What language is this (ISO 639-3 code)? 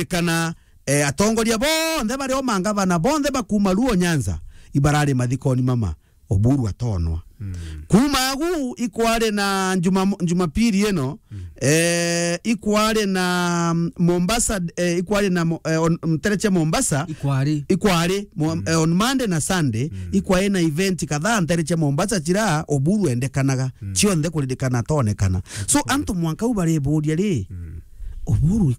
mer